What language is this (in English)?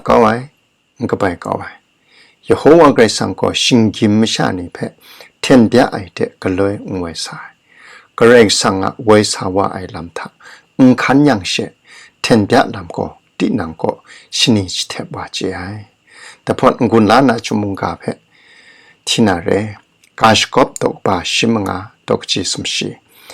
Kachin